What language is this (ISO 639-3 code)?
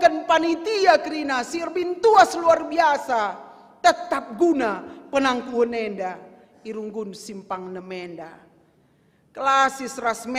btx